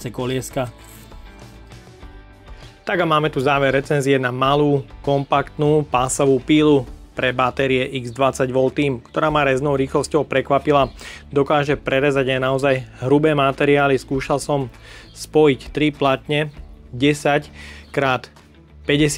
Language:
Slovak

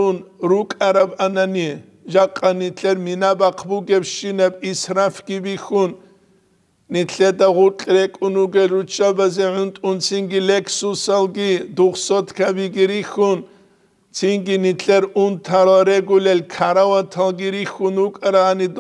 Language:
Avaric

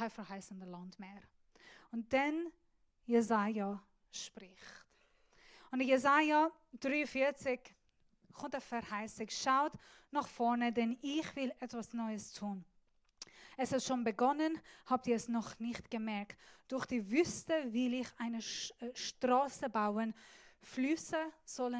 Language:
Swiss German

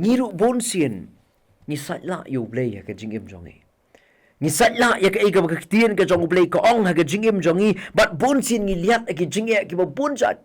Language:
Khasi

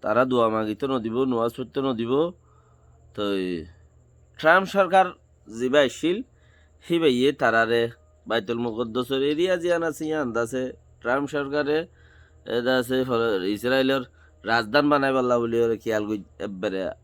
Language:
Rohingya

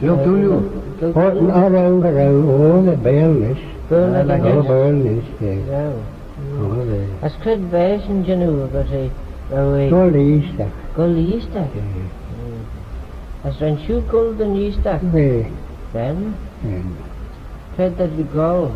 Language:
Manx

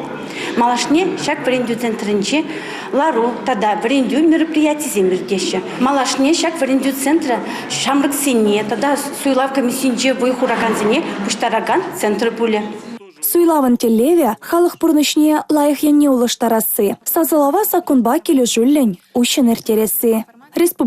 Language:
Chuvash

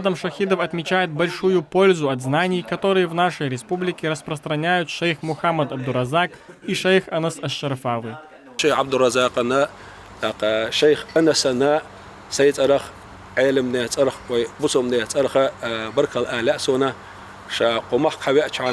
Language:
Chechen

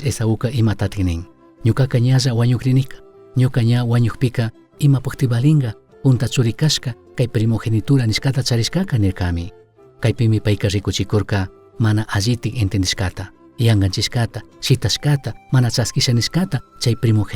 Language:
Chimborazo Highland Quichua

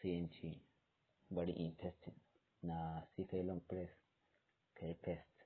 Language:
Hausa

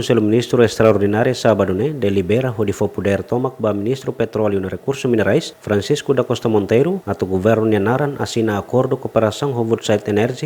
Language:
Tetum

